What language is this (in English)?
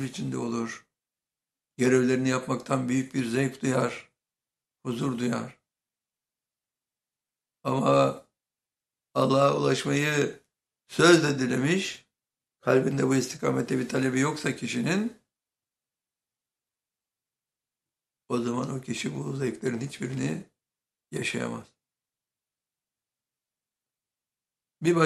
Turkish